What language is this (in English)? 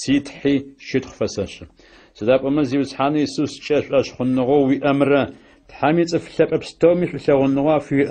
Adyghe